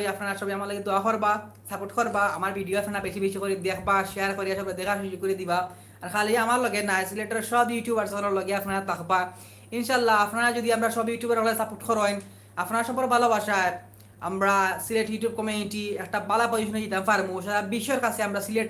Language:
Sylheti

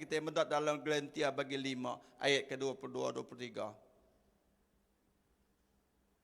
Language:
Iban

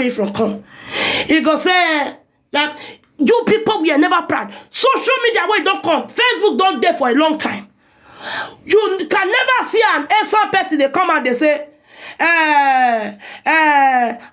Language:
Nigerian Pidgin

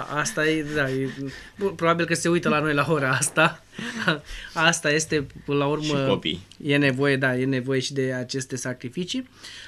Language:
Romanian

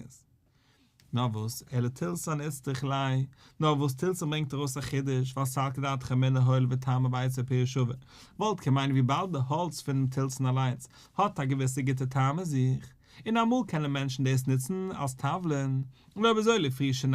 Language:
Yiddish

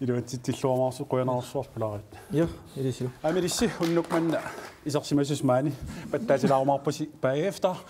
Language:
Kalaallisut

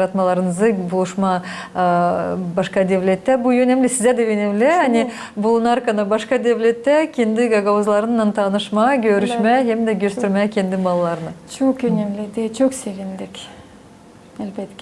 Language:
Gagauz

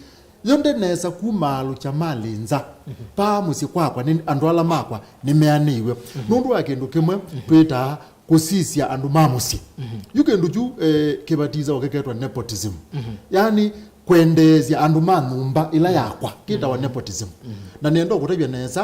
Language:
Kamba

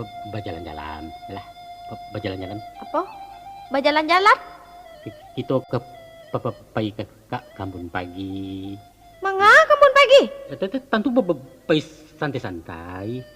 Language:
Minangkabau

